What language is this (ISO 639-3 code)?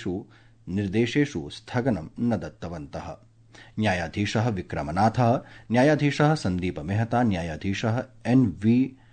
san